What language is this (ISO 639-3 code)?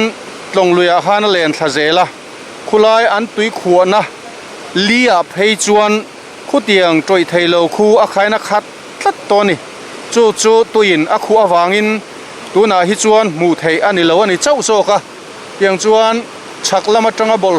lus